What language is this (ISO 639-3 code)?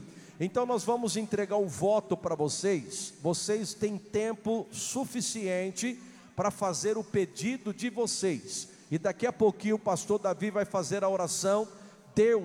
por